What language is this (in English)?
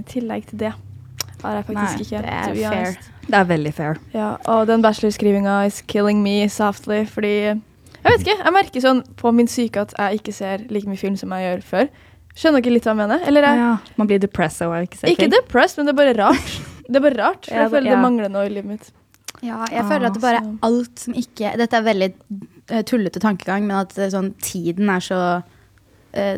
Norwegian